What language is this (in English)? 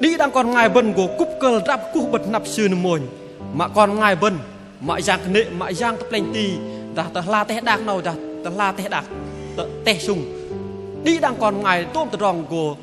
Bahnar